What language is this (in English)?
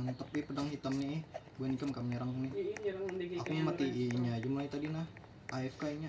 Banjar